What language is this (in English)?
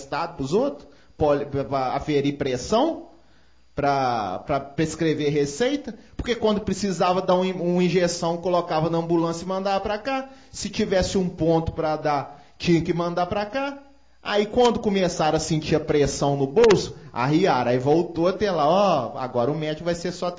Portuguese